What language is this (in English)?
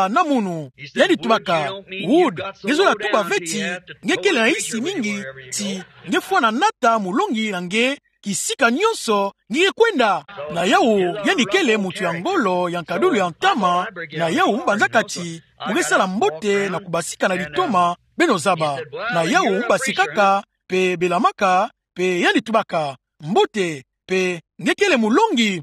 Kituba (Democratic Republic of Congo)